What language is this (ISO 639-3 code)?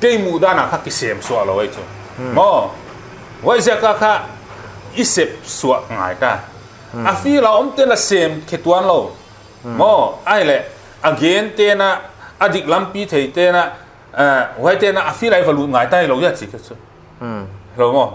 pck